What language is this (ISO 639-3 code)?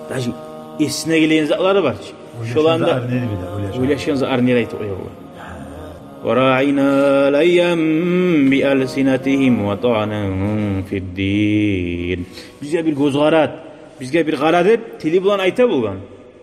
kum